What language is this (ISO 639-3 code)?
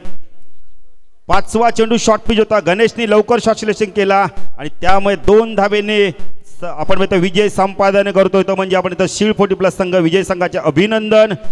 mar